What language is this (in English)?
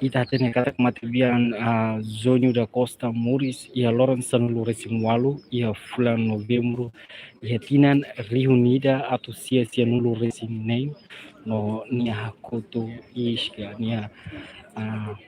Tetum